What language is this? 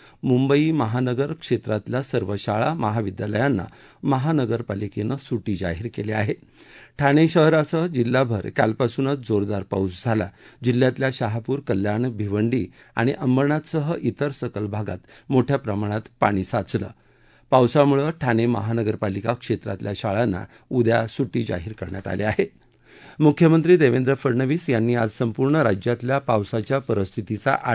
Marathi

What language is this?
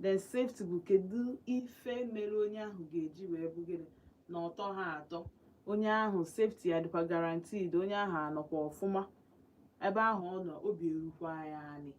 Igbo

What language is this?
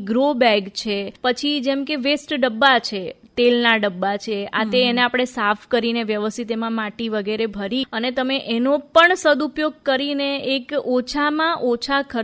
Gujarati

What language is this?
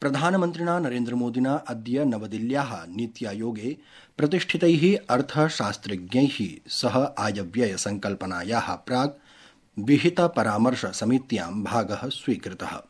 Sanskrit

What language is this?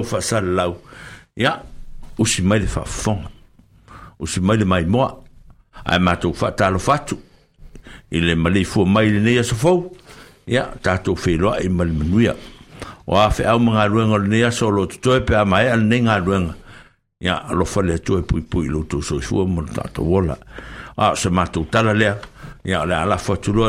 Samoan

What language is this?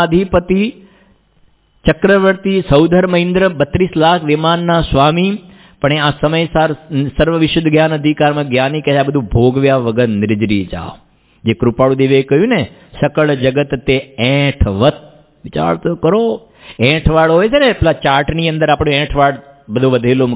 Gujarati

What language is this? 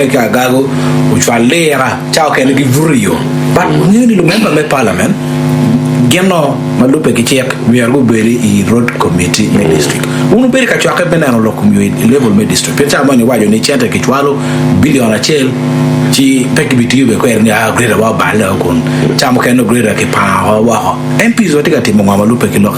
Acoli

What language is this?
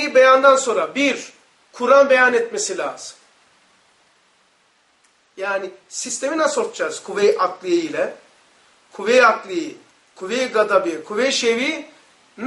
Turkish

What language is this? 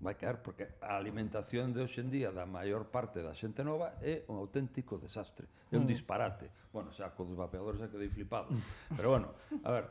Galician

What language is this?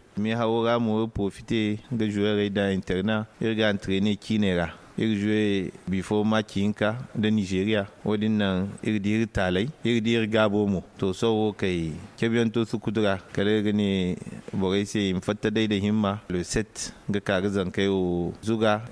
Zarma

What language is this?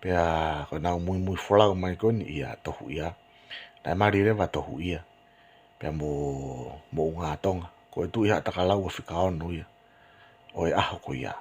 Tongan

